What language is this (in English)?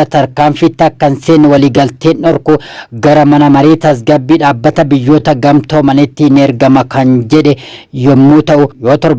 Oromo